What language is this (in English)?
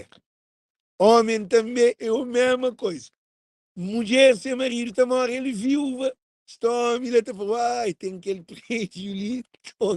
Kabuverdianu